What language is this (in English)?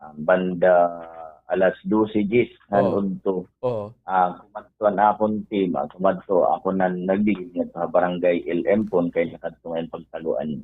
Waray